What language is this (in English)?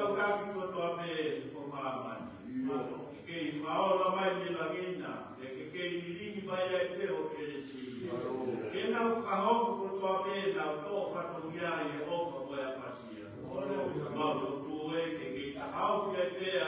Tongan